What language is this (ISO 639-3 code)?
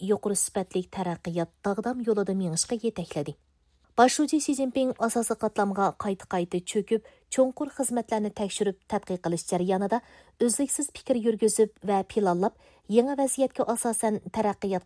uig